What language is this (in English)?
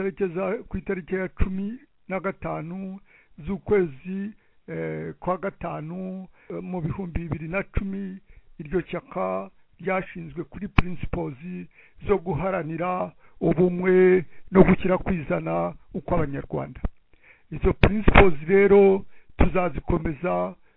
Kinyarwanda